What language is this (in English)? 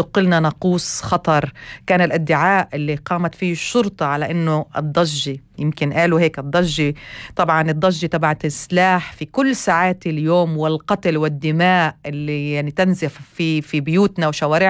North Levantine Arabic